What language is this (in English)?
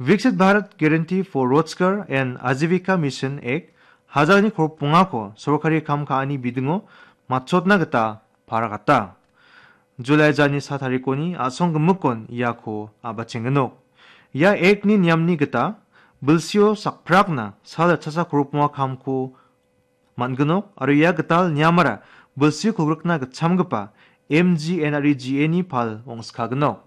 Garo